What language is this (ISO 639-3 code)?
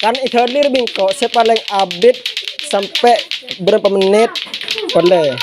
mad